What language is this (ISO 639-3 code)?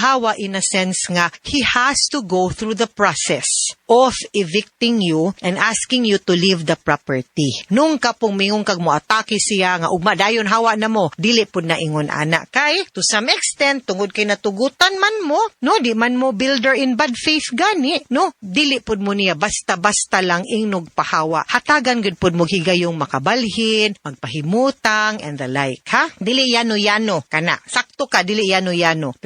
ceb